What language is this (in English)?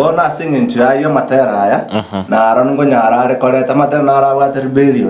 Gusii